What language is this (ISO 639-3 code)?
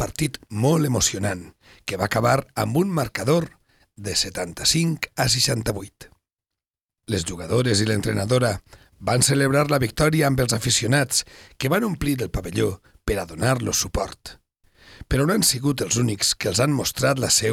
cat